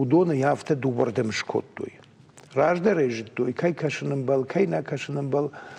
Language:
Ossetic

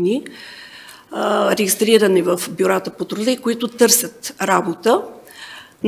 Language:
Bulgarian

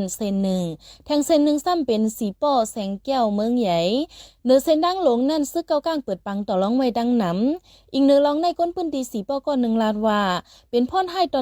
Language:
Shan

